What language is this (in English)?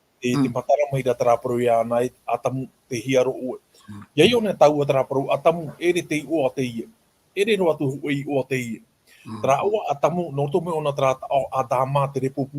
Tahitian